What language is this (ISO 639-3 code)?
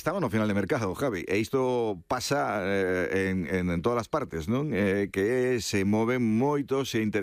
glg